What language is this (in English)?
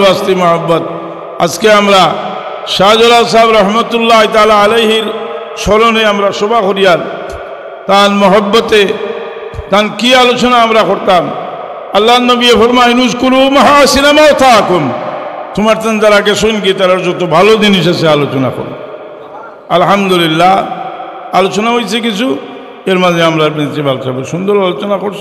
Sylheti